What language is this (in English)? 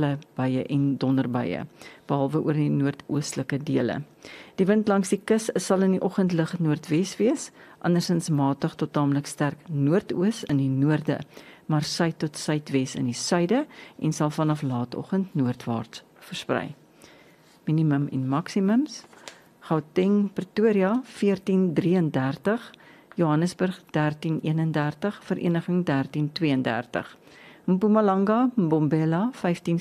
Afrikaans